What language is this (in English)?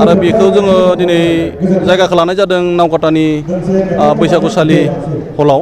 Bodo